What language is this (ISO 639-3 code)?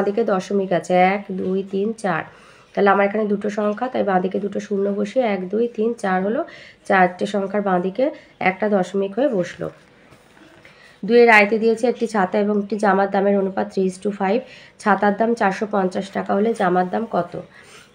ben